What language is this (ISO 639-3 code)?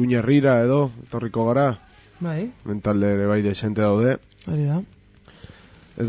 eus